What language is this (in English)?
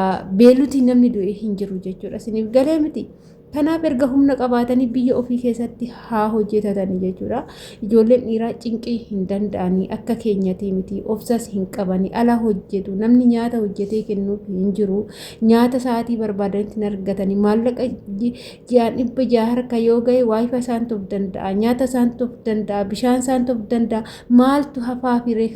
Oromo